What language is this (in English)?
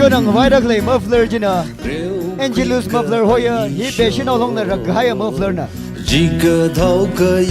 Tangkhul Naga (India)